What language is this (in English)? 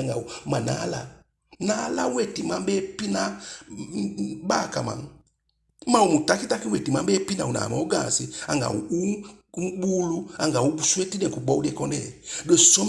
Eastern Maroon Creole